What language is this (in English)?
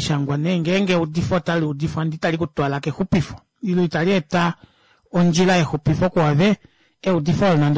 Kuanyama